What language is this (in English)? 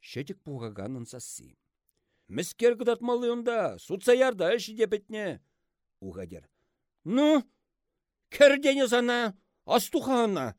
Chuvash